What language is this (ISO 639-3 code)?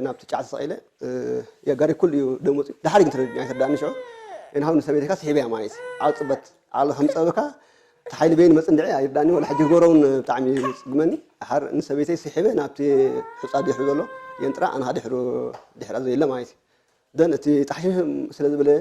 tir